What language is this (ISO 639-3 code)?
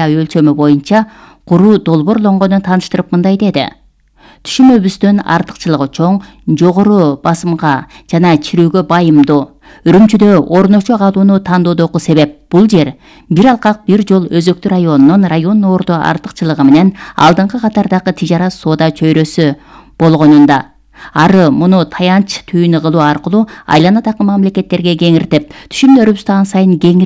kir